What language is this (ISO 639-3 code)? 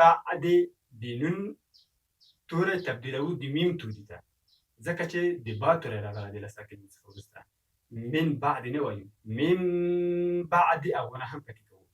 pus